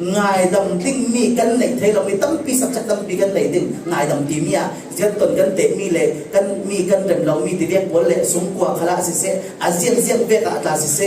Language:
Falam Chin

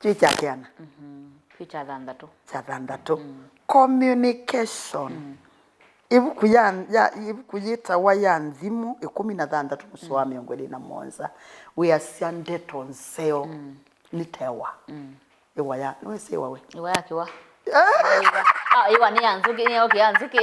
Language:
Kamba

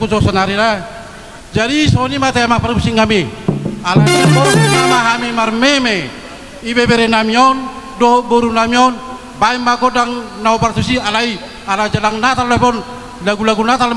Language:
Batak Toba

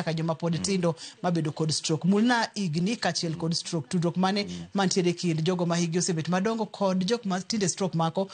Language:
Luo (Kenya and Tanzania)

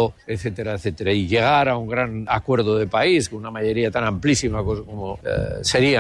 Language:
Spanish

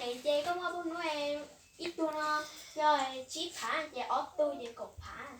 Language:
Hmong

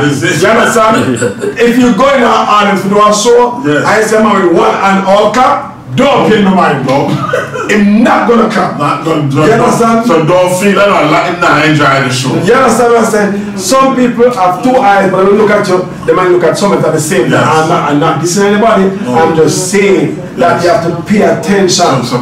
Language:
Jamaican Creole English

